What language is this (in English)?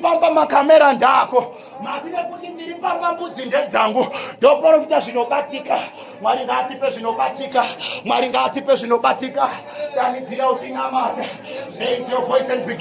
Shona